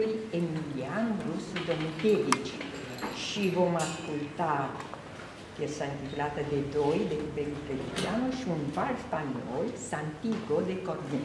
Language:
Romanian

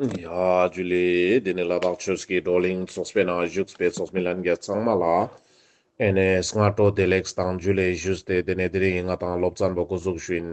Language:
Ladakhi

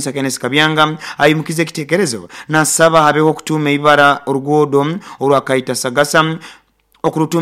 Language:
Nyoro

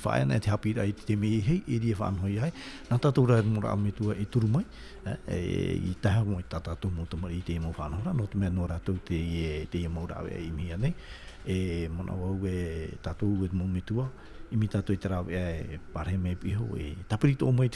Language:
Tahitian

